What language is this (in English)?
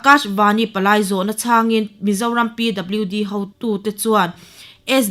Mizo